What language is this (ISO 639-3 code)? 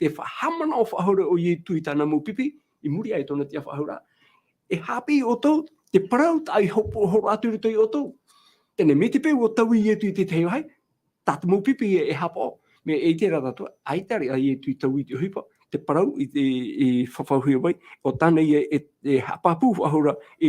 tah